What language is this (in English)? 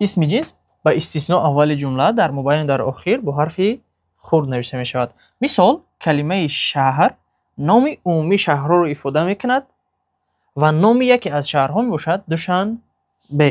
Tajik